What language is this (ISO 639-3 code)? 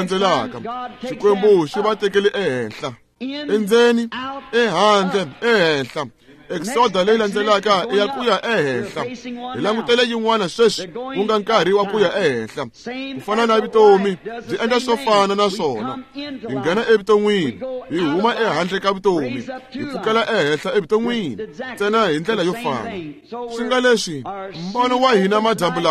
tso